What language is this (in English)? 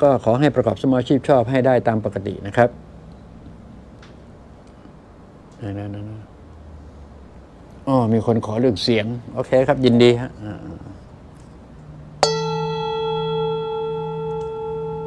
Thai